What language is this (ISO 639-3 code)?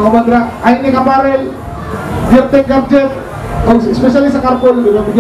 fil